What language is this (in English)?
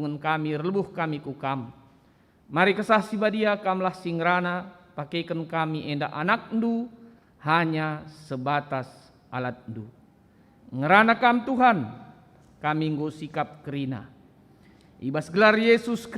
Batak Karo